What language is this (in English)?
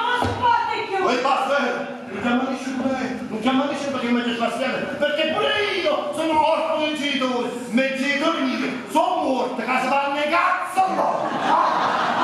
Neapolitan